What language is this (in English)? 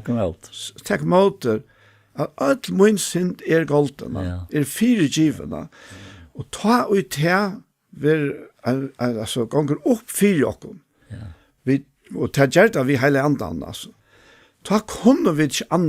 Faroese